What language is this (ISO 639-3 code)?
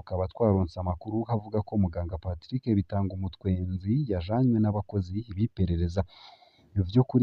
run